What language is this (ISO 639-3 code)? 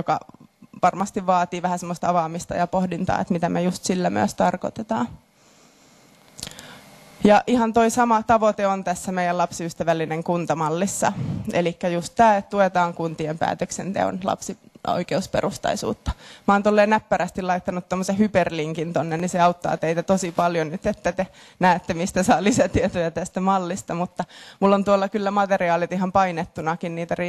fin